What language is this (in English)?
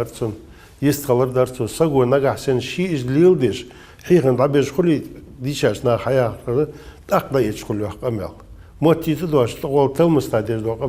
Ingush